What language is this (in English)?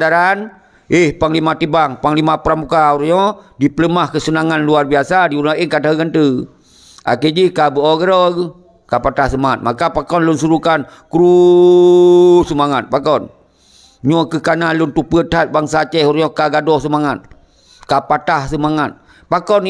Achinese